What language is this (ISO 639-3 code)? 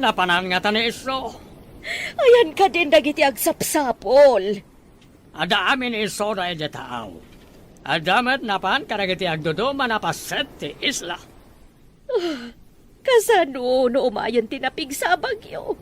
ilo